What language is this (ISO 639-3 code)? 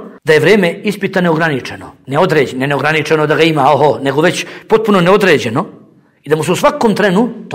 bos